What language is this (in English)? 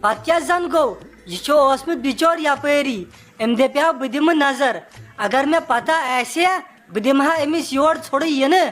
Kashmiri